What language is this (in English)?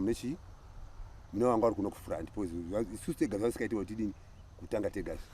Shona